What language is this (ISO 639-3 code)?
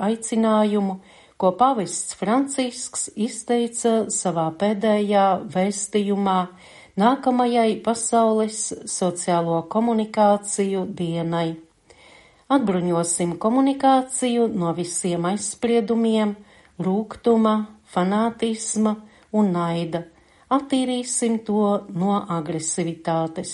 lav